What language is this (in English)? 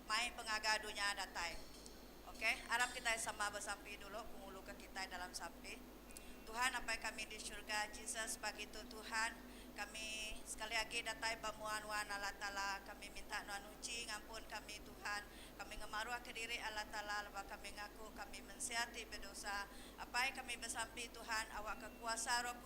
Iban